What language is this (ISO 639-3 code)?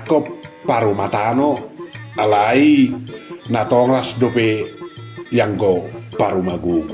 bbc